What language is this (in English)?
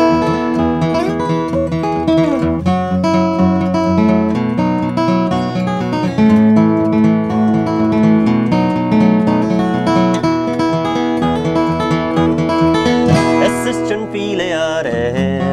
German